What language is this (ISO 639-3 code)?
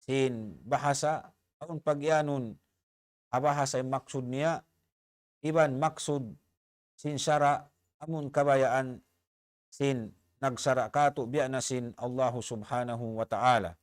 tsg